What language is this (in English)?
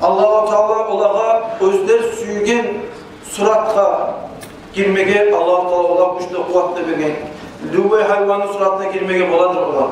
Kumyk